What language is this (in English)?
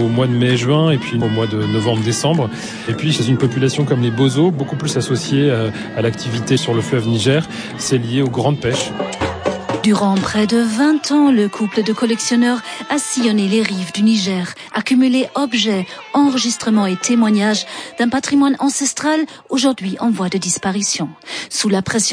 French